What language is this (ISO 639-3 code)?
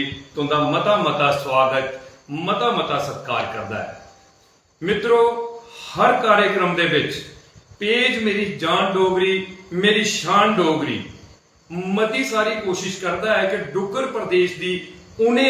doi